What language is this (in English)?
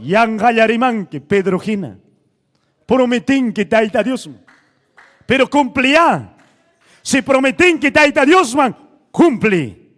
Ayacucho Quechua